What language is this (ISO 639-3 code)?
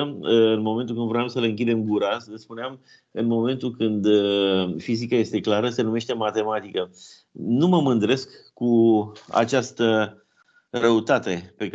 ron